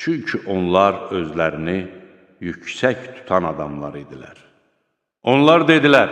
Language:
Azerbaijani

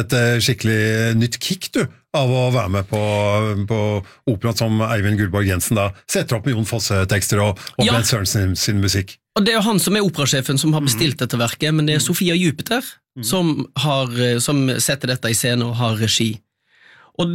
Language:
Norwegian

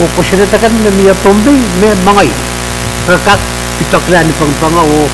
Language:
Pohnpeian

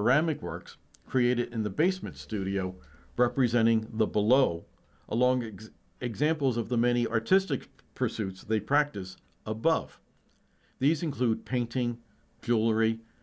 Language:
English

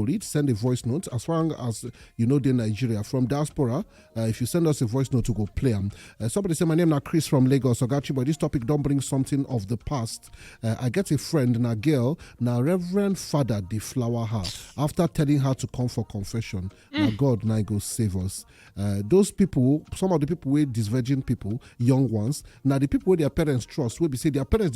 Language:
Nigerian Pidgin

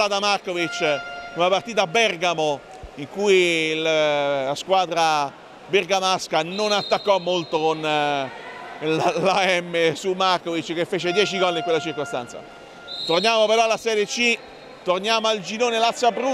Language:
Italian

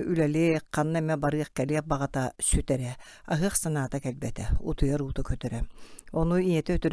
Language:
Yakut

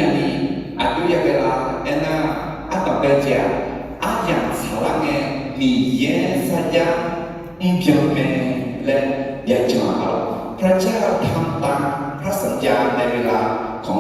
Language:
Akha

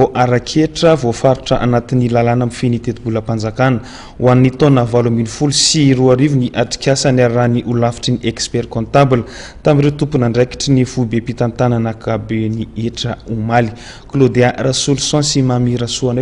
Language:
Malagasy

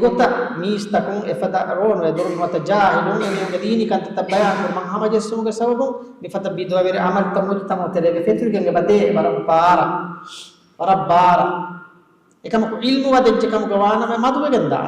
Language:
Divehi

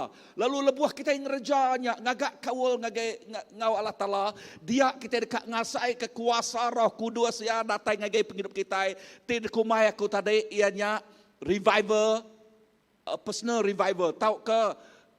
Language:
Iban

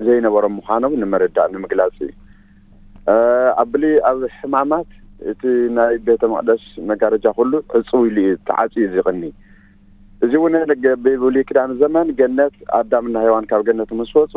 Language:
Tigrinya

